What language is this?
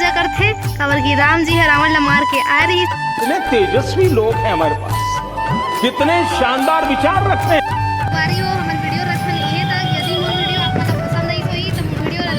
Chhattisgarhi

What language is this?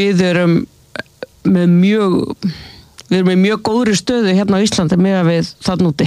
Icelandic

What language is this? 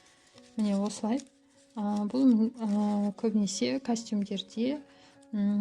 Kazakh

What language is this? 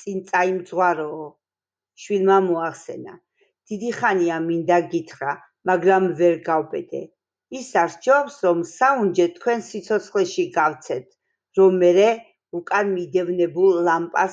Georgian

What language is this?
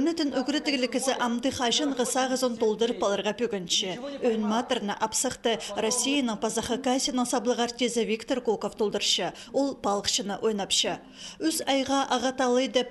Khakas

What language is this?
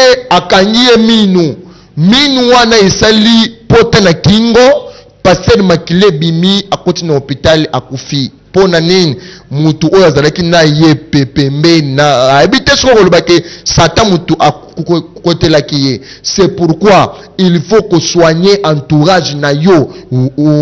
Lingala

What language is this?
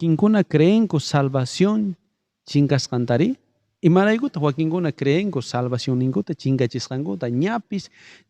South Bolivian Quechua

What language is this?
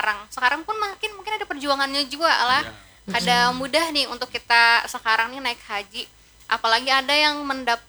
Banjar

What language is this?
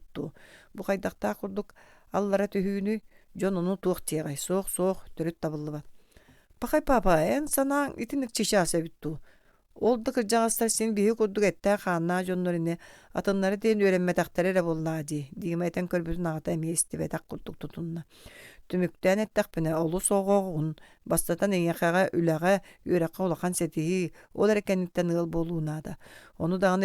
Yakut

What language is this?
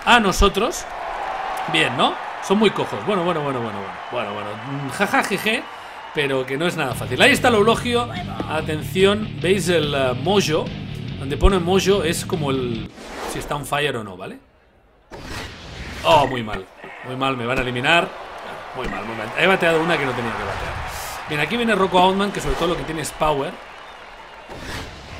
Spanish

